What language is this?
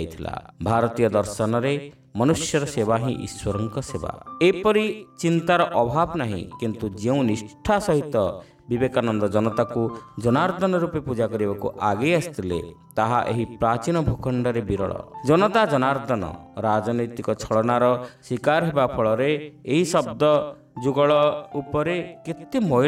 Odia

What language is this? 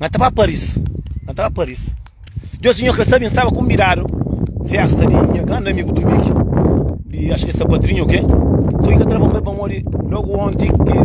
Kabuverdianu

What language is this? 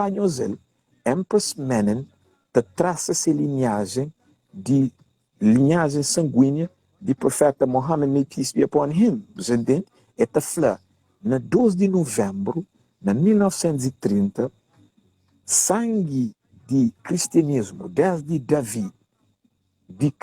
Kabuverdianu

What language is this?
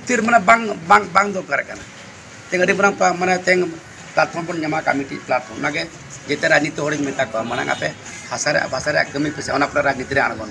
Santali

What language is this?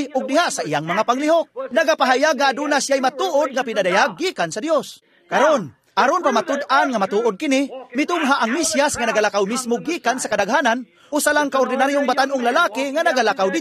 Cebuano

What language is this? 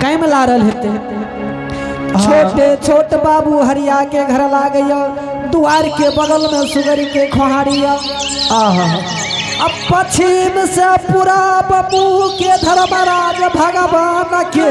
Angika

